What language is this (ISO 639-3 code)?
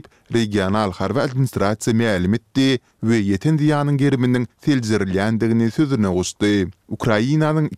tuk